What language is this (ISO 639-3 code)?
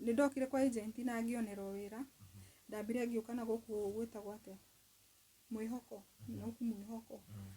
kik